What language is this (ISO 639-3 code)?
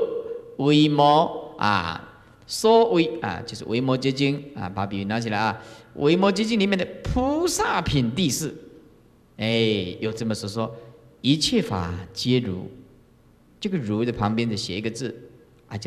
zho